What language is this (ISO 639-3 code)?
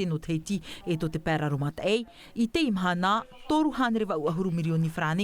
tah